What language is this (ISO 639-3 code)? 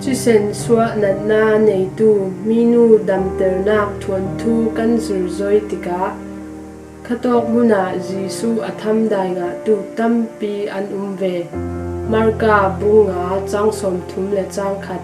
cfm